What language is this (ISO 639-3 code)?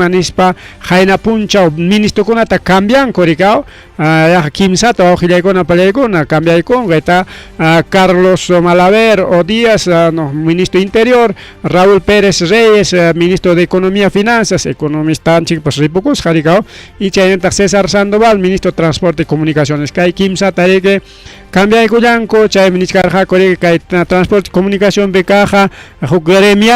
quy